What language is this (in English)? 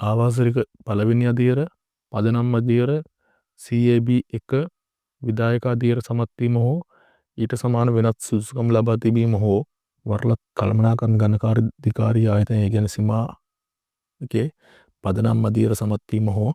Sinhala